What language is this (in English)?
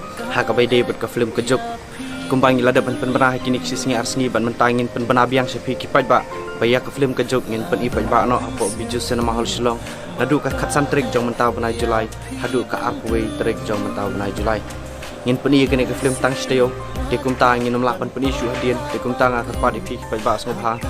Khasi